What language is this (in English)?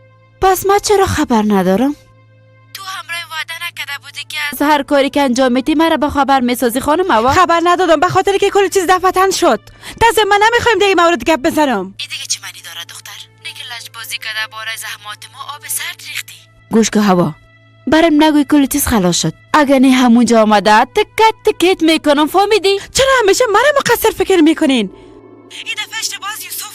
Persian